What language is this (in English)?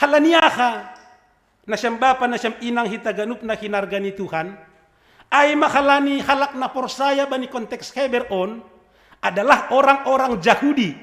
Batak Simalungun